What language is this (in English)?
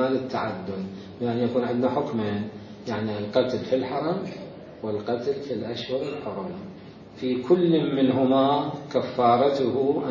Mesopotamian Arabic